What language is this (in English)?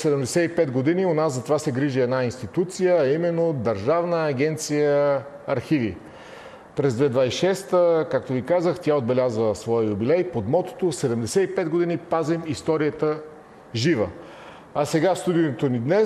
Bulgarian